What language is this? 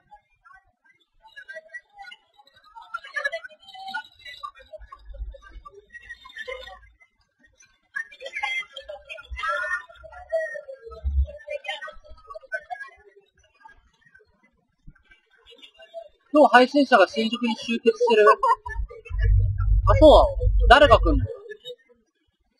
Japanese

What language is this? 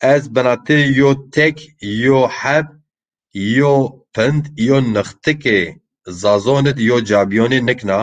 Zaza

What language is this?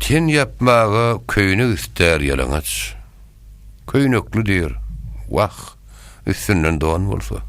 Turkmen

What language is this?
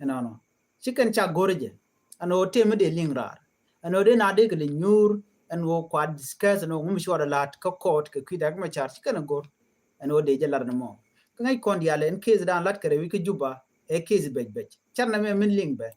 Nuer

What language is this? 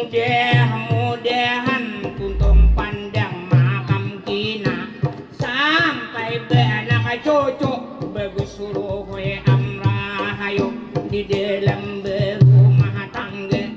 Banjar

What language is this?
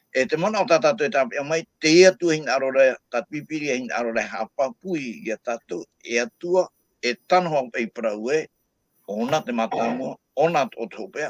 Tahitian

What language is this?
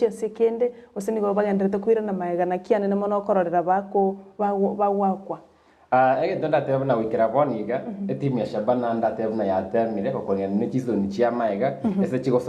Gusii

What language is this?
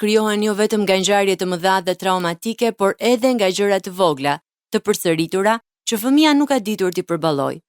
Albanian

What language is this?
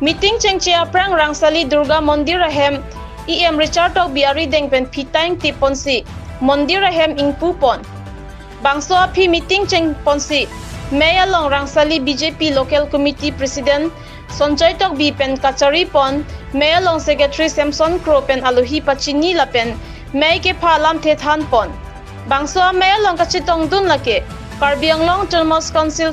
Karbi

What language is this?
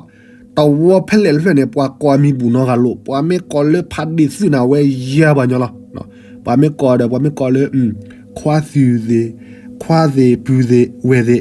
S'gaw Karen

